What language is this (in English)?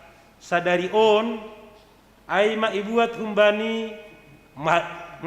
Batak Simalungun